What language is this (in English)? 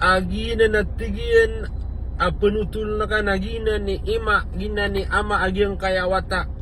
Maranao